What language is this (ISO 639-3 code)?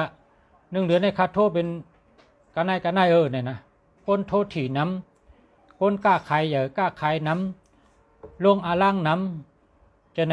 shn